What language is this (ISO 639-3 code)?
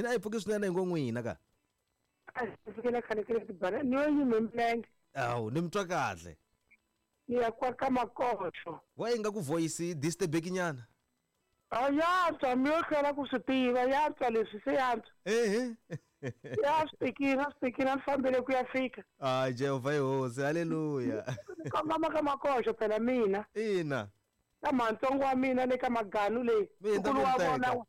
tso